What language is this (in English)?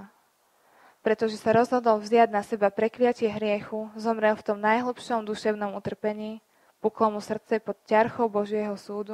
Slovak